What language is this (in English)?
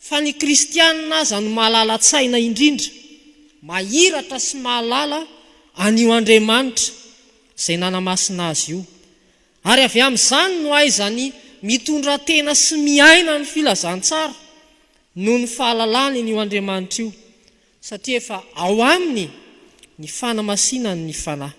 Malagasy